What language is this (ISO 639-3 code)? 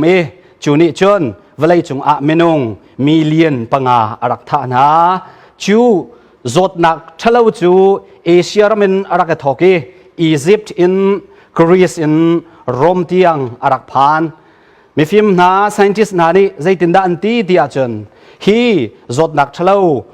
cnh